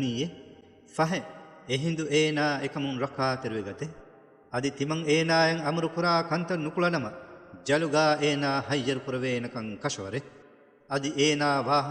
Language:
Divehi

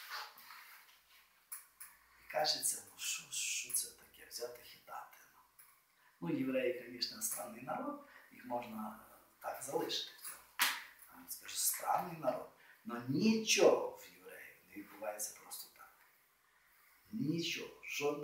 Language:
Ukrainian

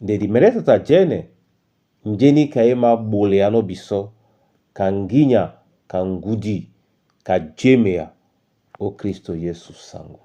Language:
Duala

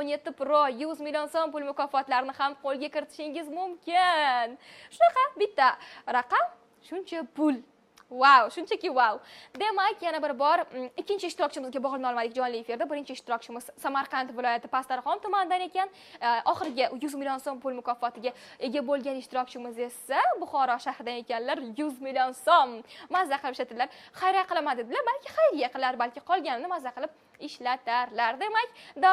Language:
Uzbek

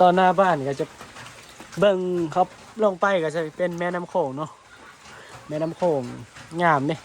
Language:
Northeastern Thai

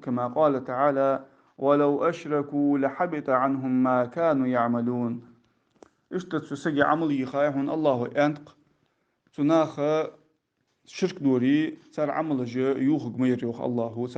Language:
Ingush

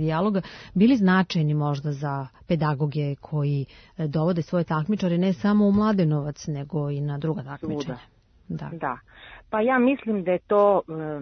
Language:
Serbian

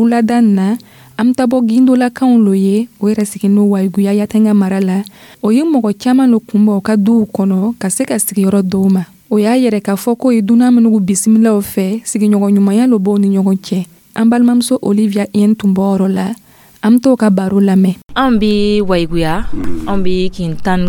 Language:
Dyula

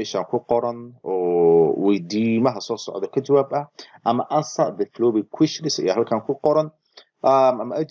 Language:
Somali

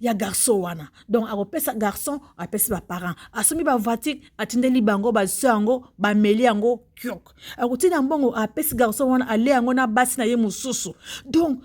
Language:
Lingala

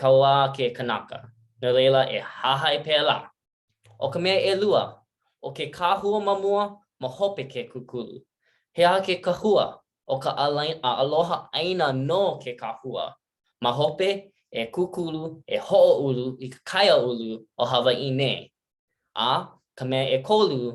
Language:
Hawaiian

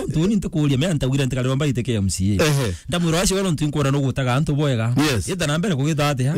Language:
Meru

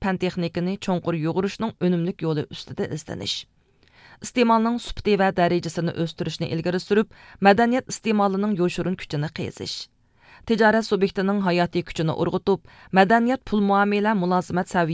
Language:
Uyghur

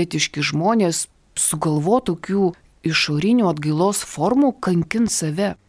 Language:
Lithuanian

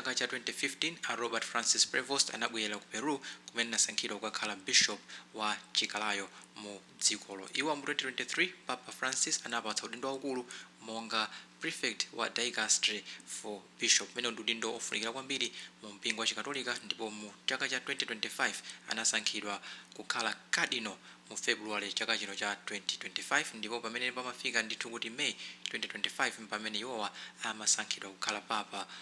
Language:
Nyanja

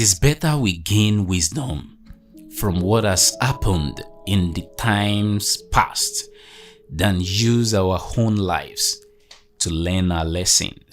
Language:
Yoruba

